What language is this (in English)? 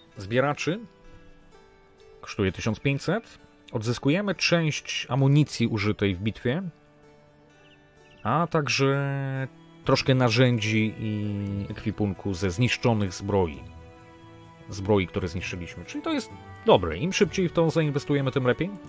Polish